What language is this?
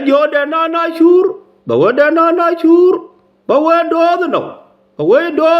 Nuer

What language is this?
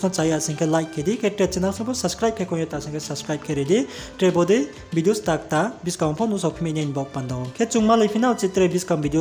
Riang (India)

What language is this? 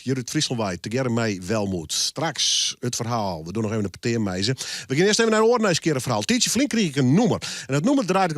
Western Frisian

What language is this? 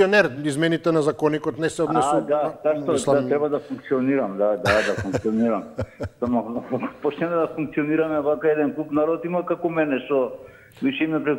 Macedonian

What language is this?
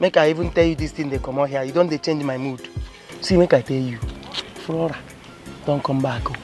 Nigerian Pidgin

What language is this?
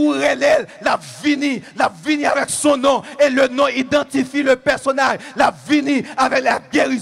Haitian Creole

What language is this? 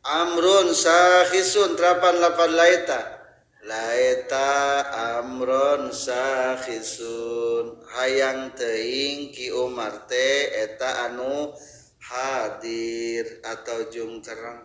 Sundanese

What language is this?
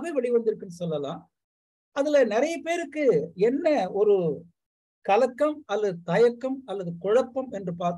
Tamil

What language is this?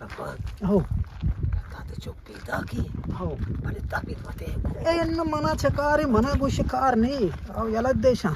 Eastern Balochi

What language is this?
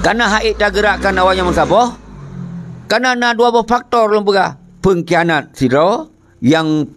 Achinese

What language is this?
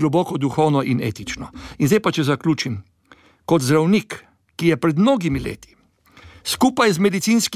Slovenian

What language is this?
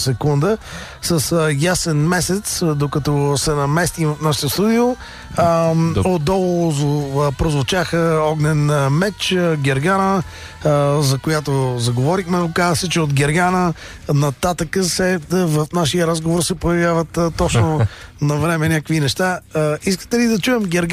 Bulgarian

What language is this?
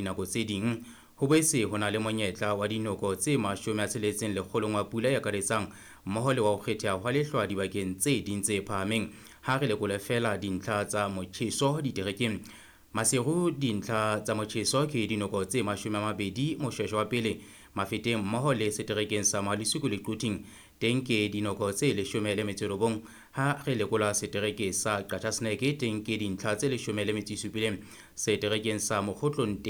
Southern Sotho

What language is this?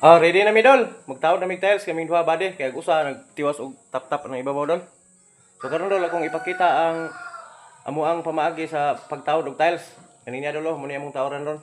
Cebuano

